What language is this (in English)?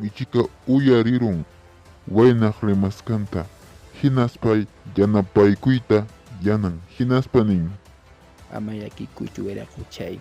Quechua